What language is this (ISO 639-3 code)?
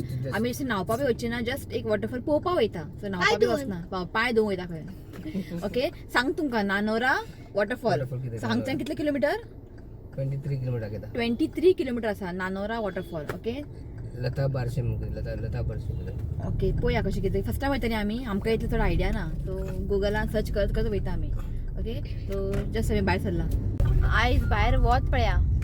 kok